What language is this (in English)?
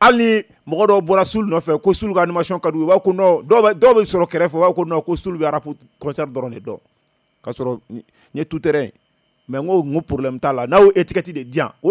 Bambara